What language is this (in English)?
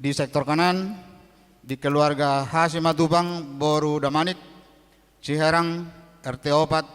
Batak Toba